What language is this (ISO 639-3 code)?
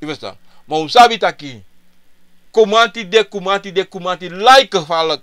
srn